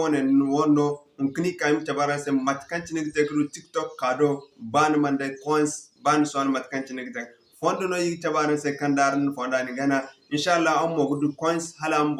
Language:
Zarma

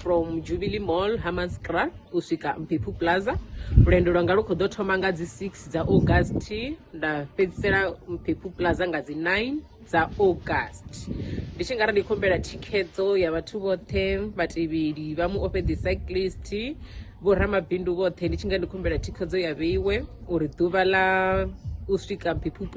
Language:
Venda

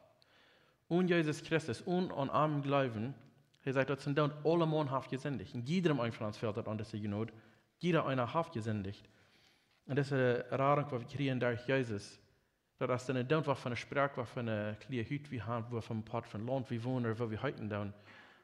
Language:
Plautdietsch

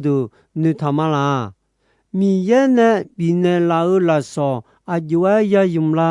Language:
Akha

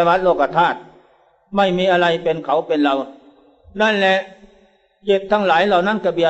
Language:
Thai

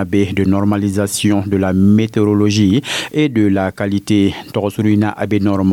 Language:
Dyula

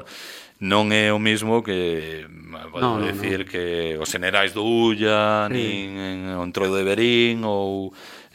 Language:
Galician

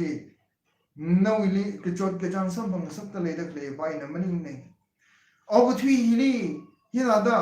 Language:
Tangkhul Naga (India)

